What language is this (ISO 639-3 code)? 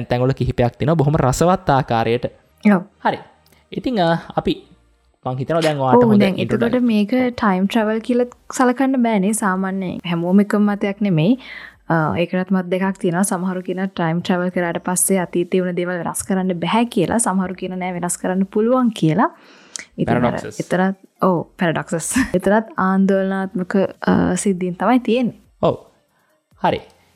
sin